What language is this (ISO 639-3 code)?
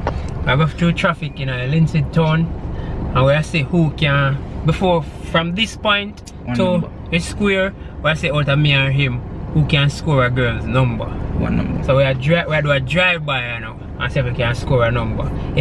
jam